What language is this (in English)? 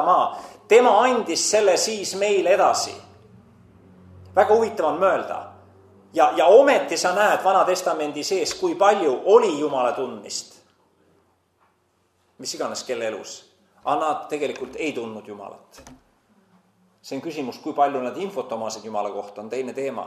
Estonian